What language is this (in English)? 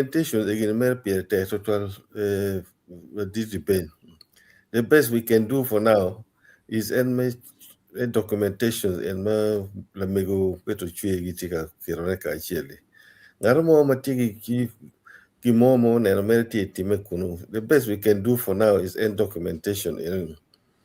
Acoli